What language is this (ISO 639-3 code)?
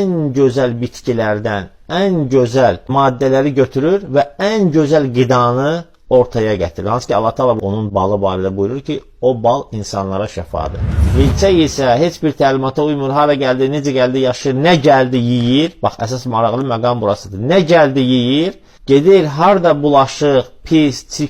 aze